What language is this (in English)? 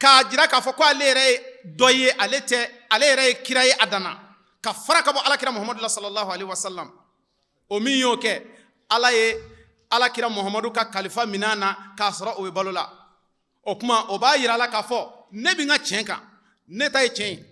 Bambara